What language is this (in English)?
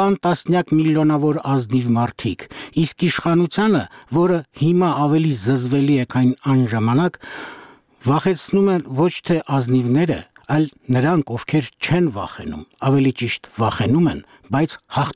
Armenian